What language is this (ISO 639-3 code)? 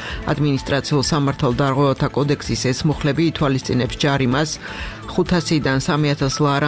kat